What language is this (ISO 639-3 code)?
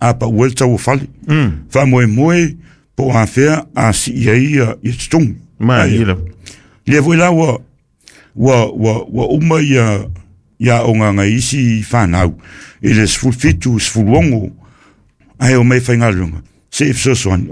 smo